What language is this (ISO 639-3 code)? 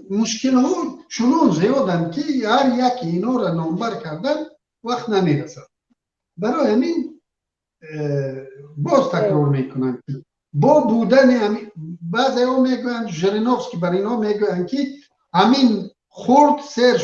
tgk